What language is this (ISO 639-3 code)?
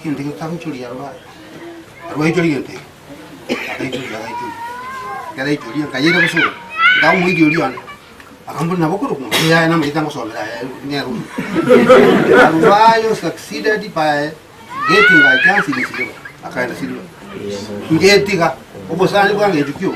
guz